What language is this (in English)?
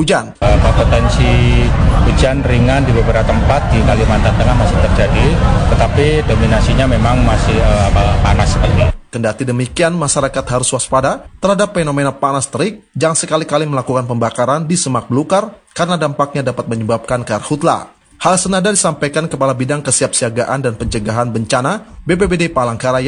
Indonesian